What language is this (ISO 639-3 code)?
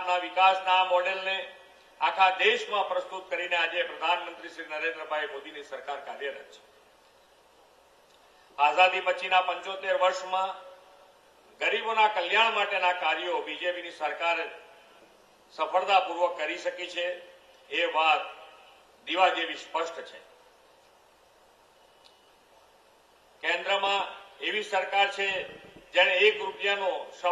guj